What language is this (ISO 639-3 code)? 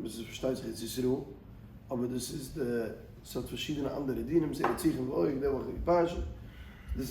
yid